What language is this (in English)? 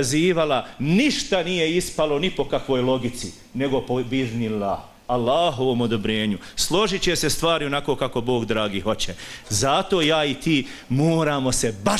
Bosnian